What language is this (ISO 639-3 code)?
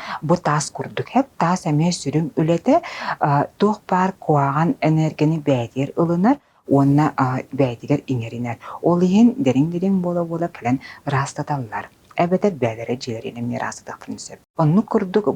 sah